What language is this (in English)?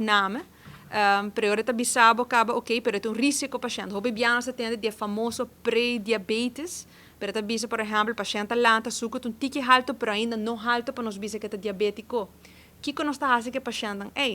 Papiamento